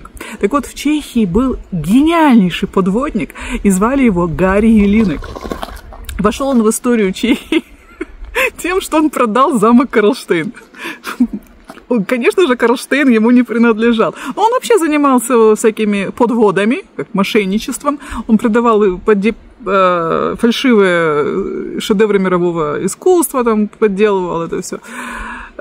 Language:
Russian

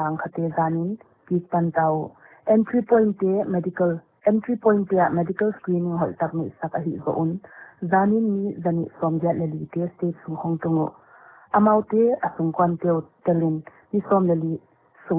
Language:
Paite Chin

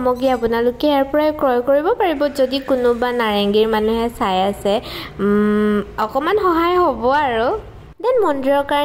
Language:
Assamese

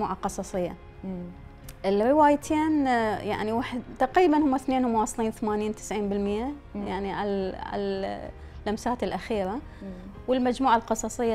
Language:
Mesopotamian Arabic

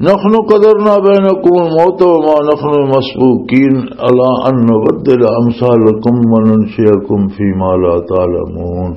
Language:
Western Panjabi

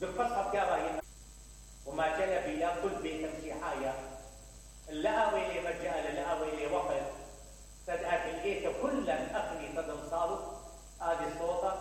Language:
Mesopotamian Arabic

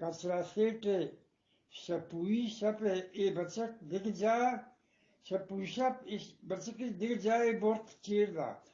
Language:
Eastern Balochi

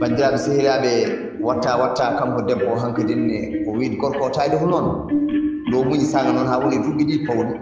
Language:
Fula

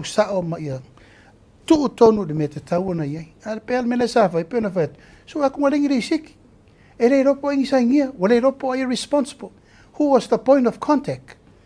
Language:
Samoan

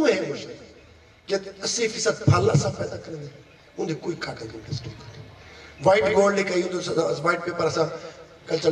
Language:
Saraiki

